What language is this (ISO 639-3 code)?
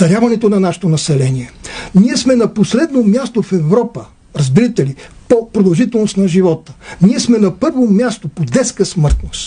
bul